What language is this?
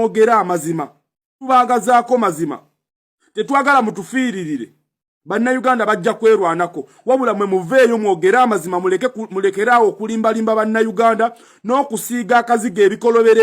Ganda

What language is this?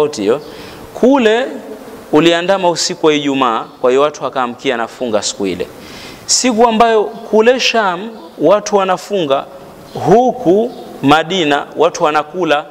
Swahili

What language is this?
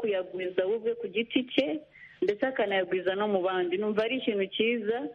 Kinyarwanda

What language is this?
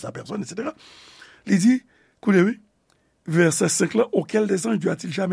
Haitian Creole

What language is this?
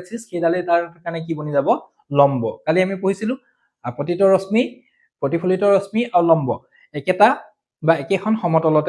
Assamese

